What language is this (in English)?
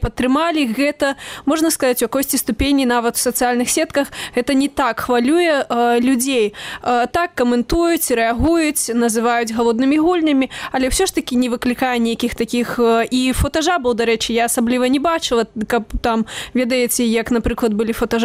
Belarusian